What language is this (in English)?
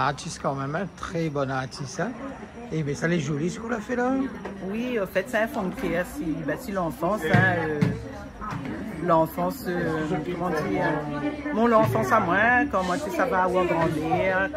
Réunion Creole French